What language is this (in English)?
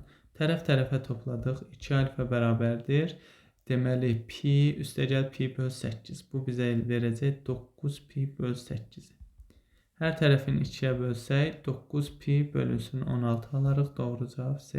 Azerbaijani